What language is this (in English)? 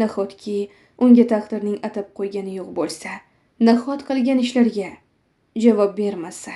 Uzbek